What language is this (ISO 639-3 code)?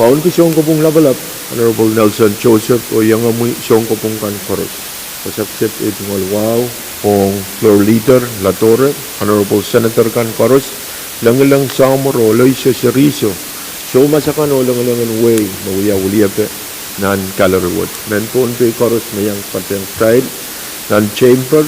pon